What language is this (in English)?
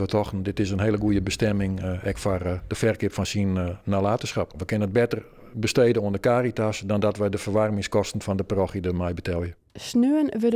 Western Frisian